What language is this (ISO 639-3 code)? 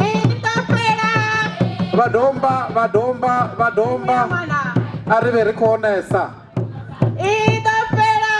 ven